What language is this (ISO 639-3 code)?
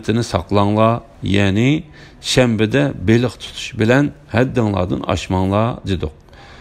uig